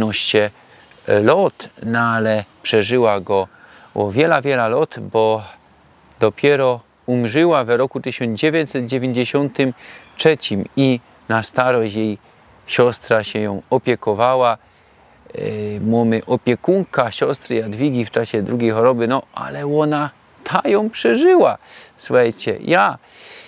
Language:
Silesian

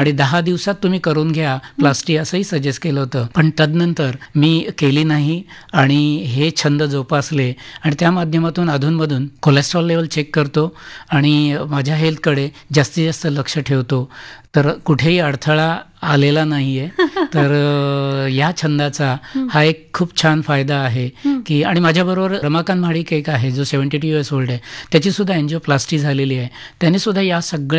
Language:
Marathi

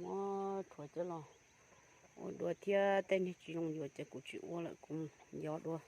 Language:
Hmong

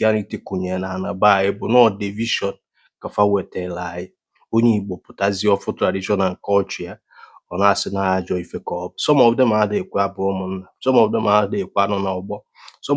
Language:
Igbo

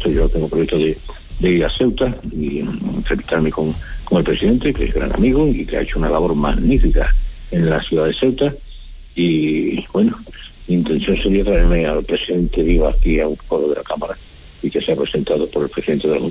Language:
Spanish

